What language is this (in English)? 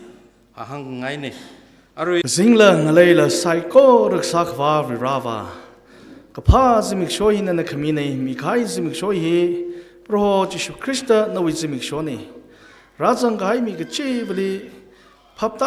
Tangkhul Naga (India)